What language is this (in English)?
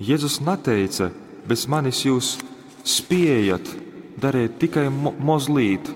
Latgalian